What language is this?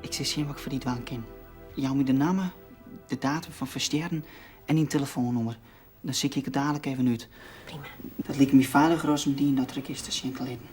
Western Frisian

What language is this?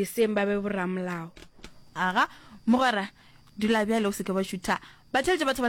Northern Sotho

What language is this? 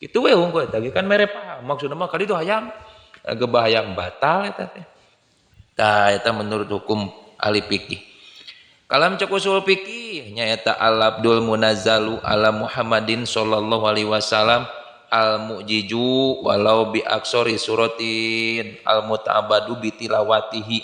Sundanese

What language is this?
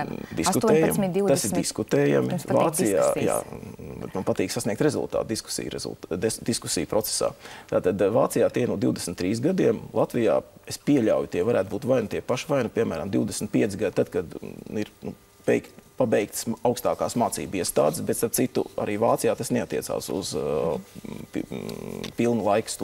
Latvian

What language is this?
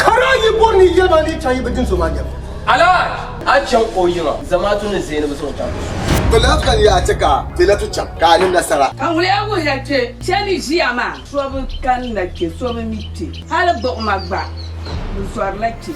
Dagbani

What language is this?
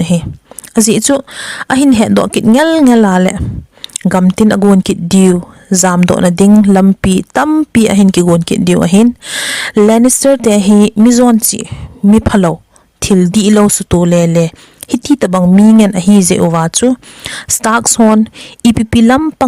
Thado Chin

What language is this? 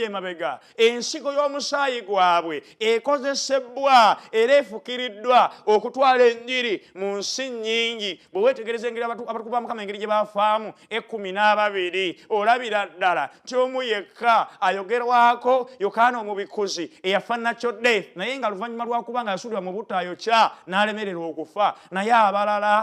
Ganda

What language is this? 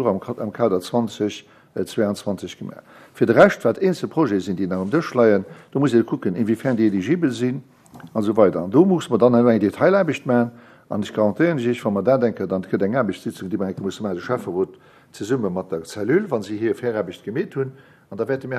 Luxembourgish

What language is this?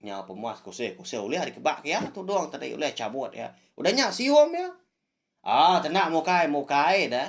Iban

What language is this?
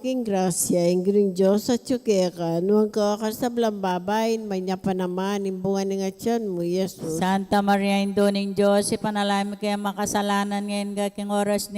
Pampanga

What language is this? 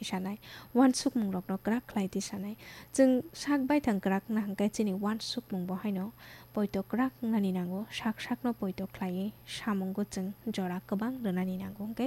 Kok Borok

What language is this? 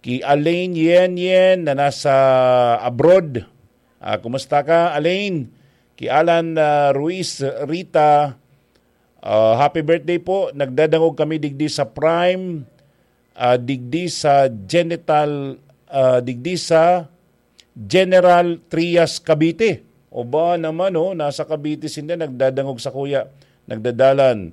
Bikol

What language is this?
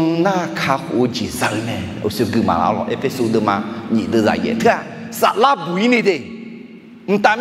Akha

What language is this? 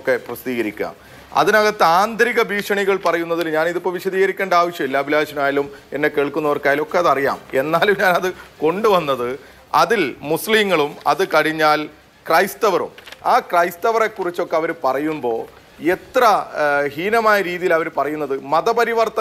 Malayalam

